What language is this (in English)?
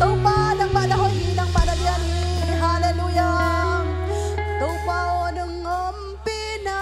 Tedim Chin